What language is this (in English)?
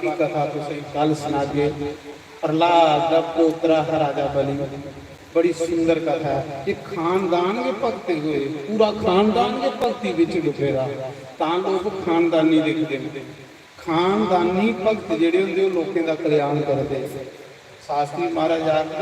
Dogri